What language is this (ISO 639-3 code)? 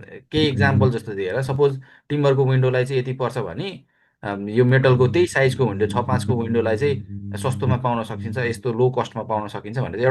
nep